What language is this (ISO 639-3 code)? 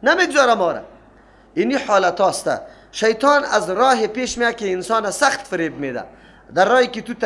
fas